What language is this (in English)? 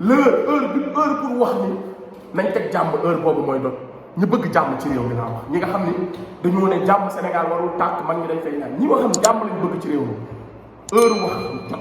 Wolof